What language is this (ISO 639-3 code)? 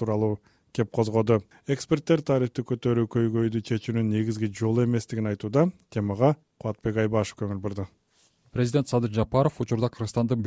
kir